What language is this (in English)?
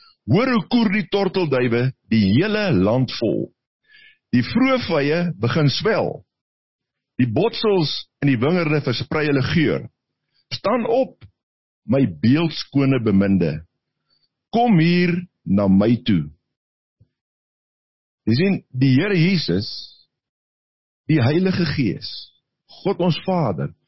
Afrikaans